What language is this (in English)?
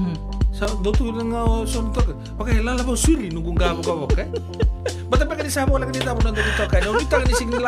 Fijian